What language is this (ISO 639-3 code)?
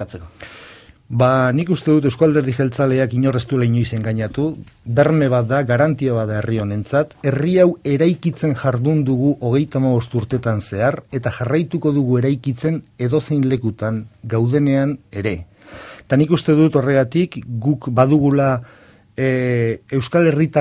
eus